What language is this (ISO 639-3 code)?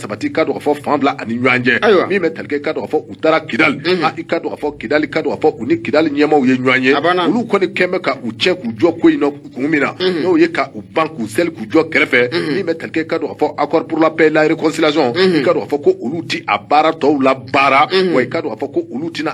bam